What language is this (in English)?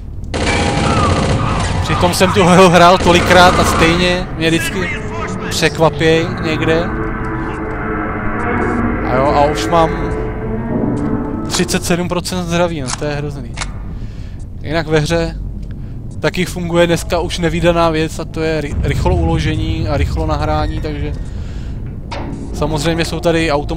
Czech